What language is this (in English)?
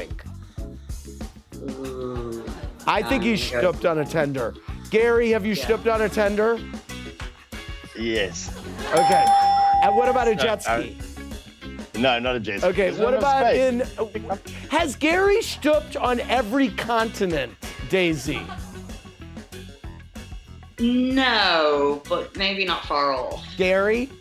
English